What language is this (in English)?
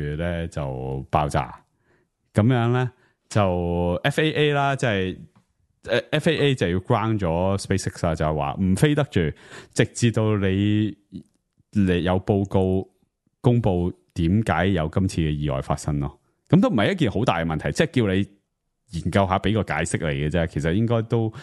Cantonese